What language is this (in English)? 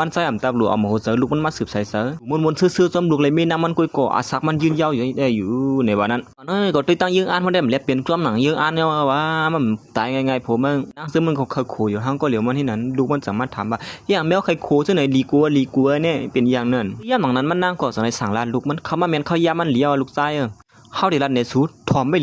Shan